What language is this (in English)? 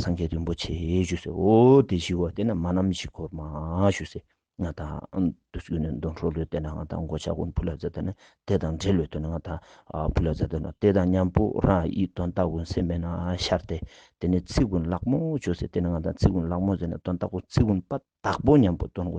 Ladakhi